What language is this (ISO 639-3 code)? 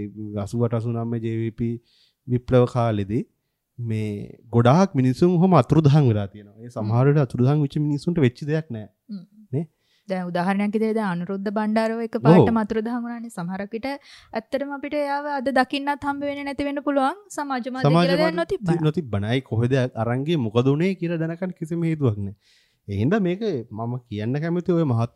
sin